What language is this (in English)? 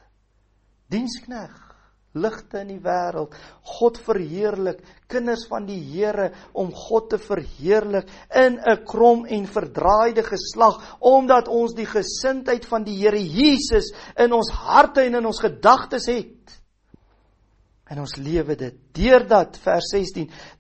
Afrikaans